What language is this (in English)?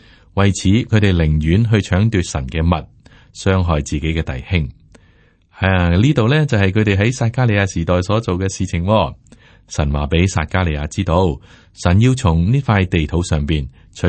Cantonese